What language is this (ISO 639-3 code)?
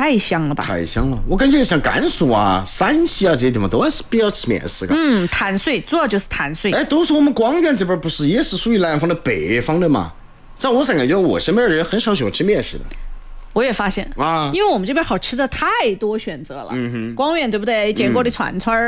zho